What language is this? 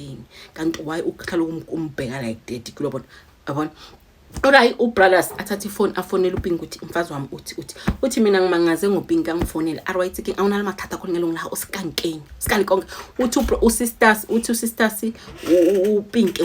Zulu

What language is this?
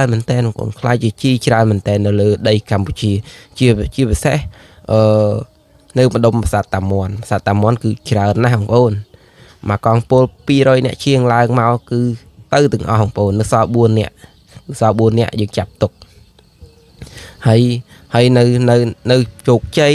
Khmer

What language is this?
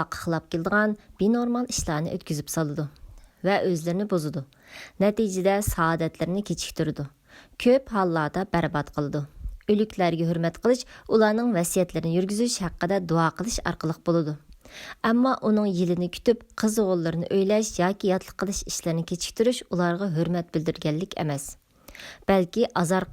Uyghur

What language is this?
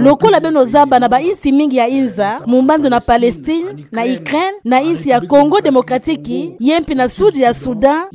Kituba (Democratic Republic of Congo)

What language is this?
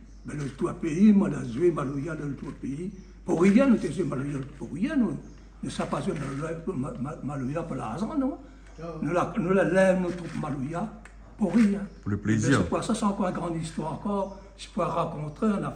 Réunion Creole French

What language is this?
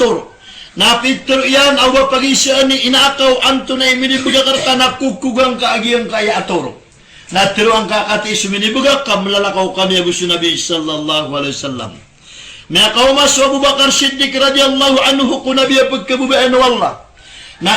Maranao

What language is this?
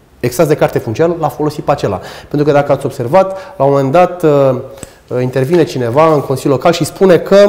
Romanian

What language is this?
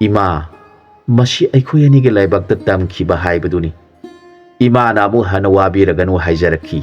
Manipuri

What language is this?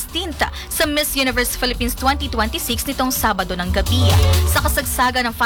Filipino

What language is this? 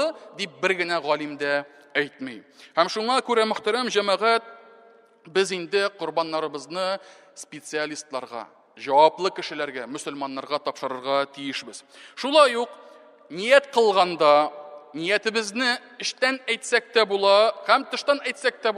Tatar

